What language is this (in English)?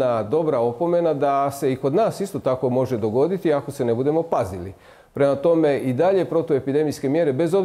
Croatian